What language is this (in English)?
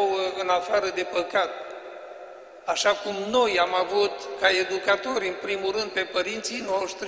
Romanian